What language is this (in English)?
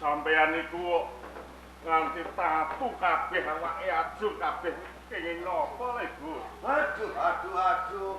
Javanese